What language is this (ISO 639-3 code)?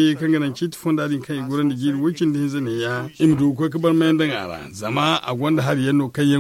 dje